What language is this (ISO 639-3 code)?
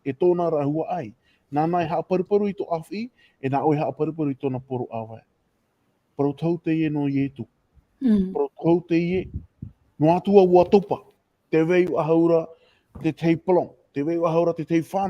tah